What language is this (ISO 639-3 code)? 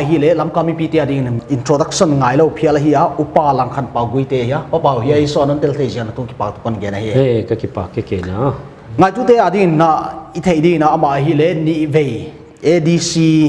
pck